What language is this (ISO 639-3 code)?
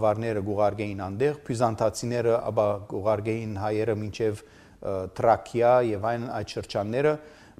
hye